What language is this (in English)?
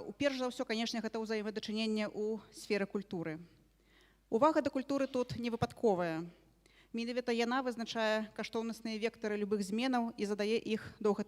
Belarusian